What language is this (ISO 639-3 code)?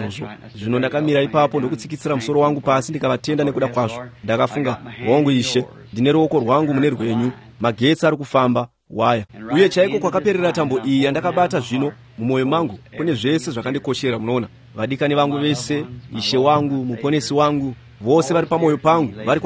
sna